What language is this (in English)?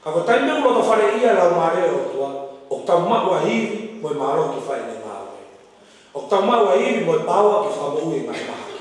Tongan